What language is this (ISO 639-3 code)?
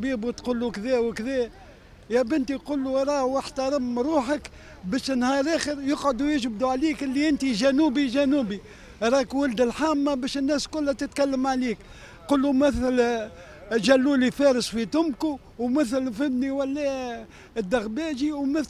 aeb